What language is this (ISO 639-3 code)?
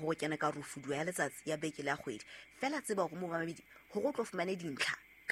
sot